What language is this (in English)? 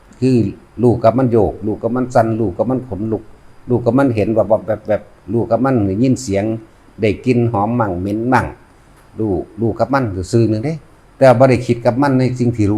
Northeastern Thai